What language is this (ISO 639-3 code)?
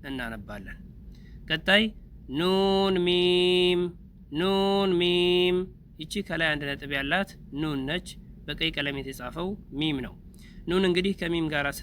amh